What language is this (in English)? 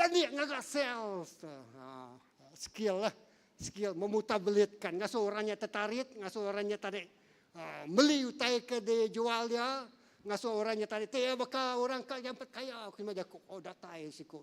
Iban